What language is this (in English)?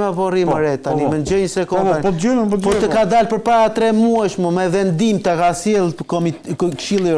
Albanian